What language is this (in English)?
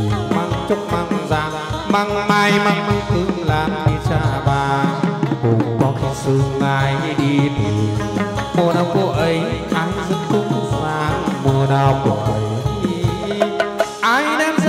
Vietnamese